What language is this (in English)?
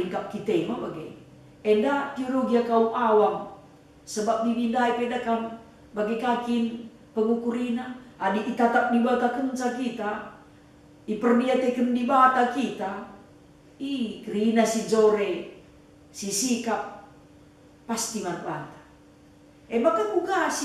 Batak Karo